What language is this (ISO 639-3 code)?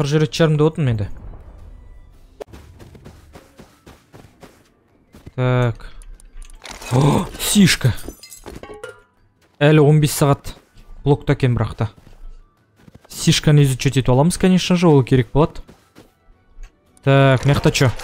kaz